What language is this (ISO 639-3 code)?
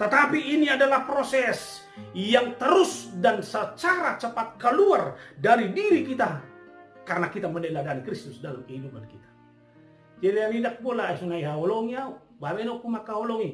bbc